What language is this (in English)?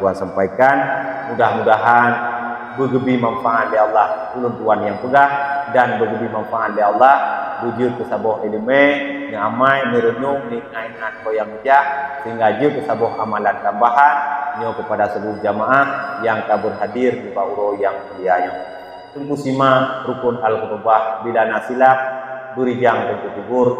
Achinese